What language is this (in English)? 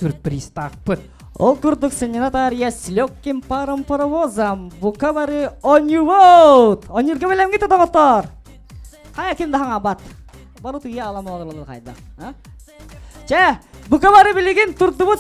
Yakut